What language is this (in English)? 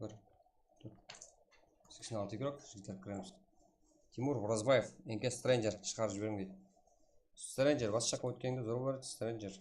Kara-Kalpak